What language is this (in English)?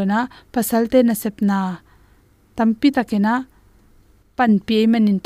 Tedim Chin